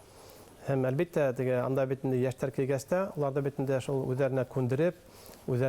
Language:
Bashkir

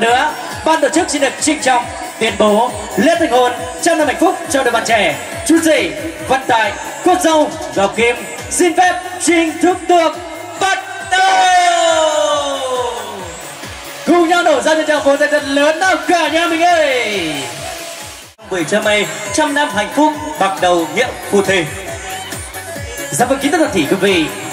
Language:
Vietnamese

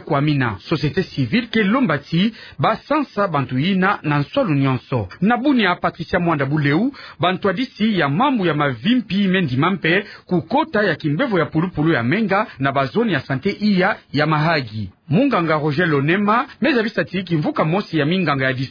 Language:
Kituba (Democratic Republic of Congo)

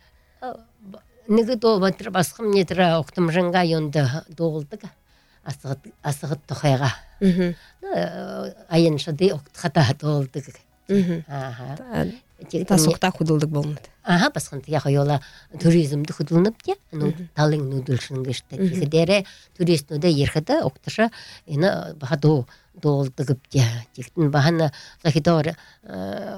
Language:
Buriat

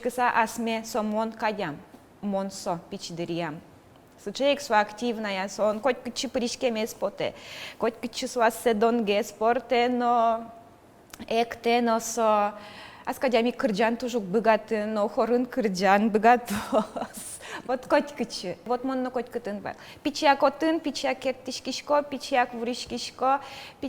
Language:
Udmurt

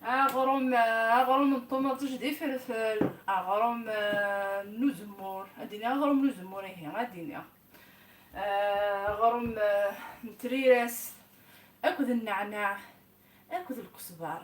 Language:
Kabyle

